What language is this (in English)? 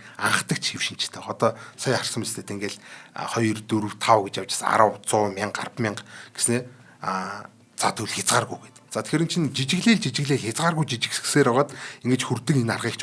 Mongolian